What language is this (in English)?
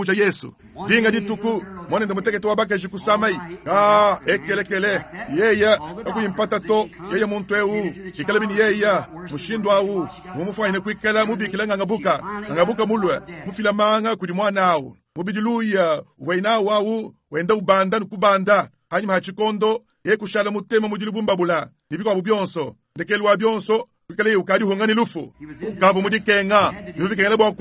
Luba-Lulua